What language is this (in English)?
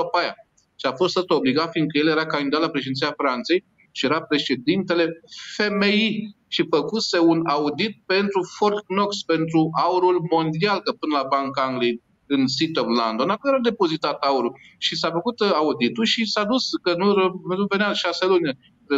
Romanian